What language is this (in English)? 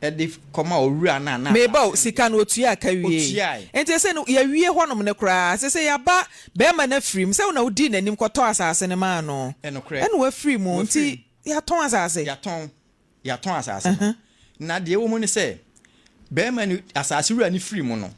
Akan